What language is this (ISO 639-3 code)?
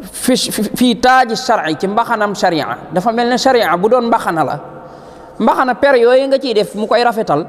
wol